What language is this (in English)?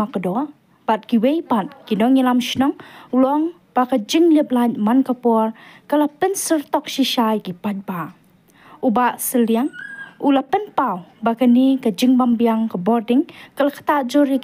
Khasi